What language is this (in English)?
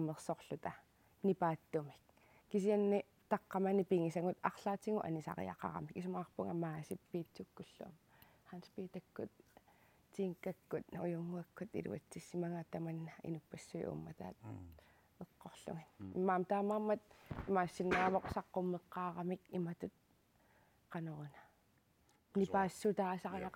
Kalaallisut